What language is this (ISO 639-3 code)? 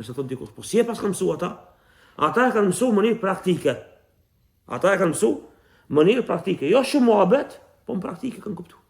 sqi